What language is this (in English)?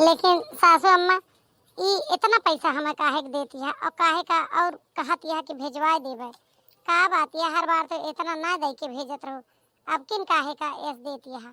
Awadhi